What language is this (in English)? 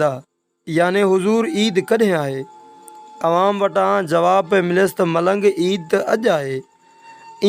Sindhi